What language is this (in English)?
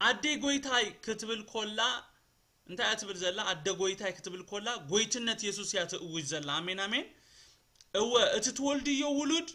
Tigrinya